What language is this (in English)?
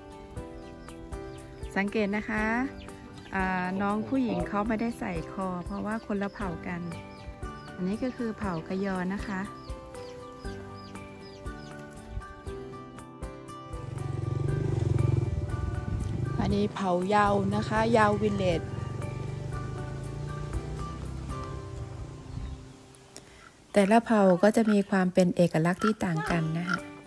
Thai